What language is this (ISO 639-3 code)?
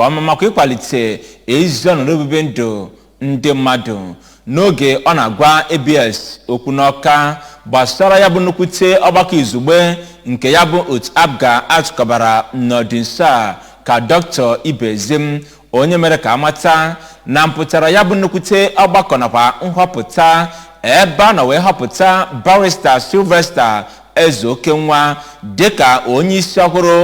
ibo